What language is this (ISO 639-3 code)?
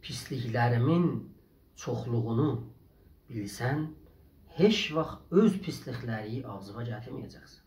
azb